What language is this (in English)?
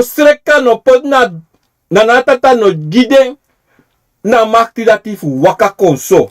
Sranan Tongo